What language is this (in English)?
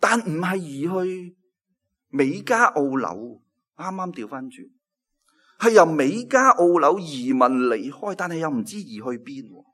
Cantonese